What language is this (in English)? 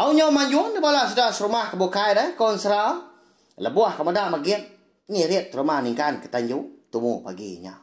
Iban